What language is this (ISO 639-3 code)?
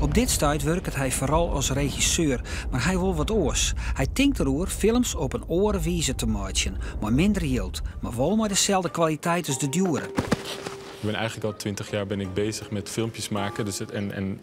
fry